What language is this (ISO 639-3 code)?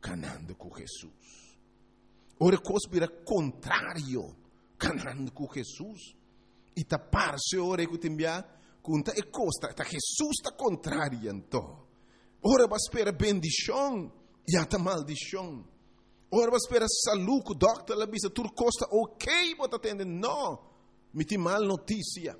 pap